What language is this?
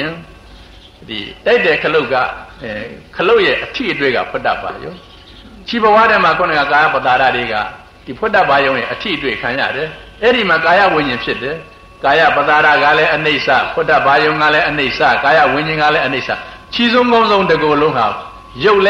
Burmese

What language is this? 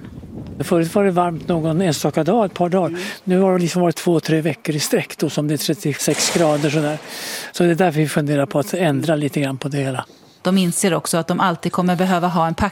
Swedish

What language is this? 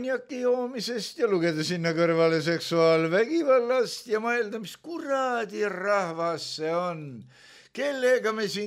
Estonian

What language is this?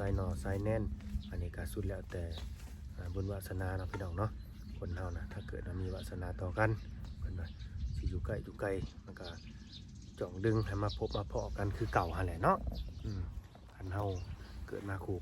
Lao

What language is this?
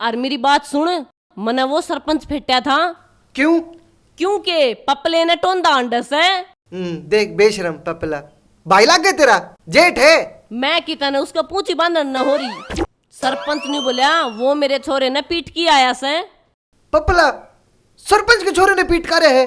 Haryanvi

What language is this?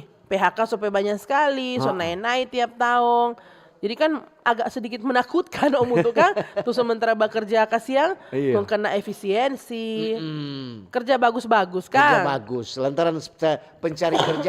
Manado Malay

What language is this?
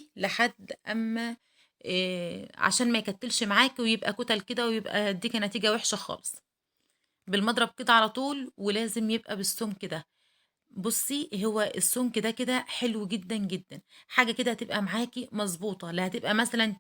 Egyptian Arabic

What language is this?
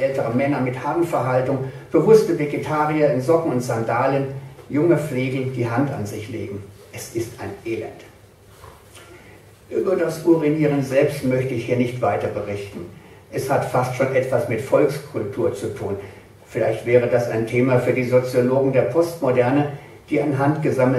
German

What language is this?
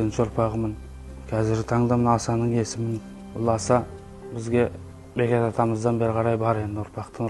Kazakh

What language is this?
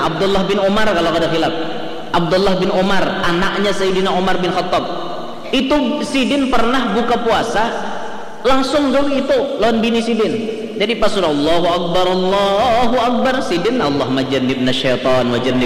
Banjar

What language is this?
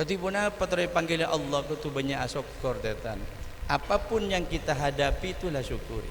Madurese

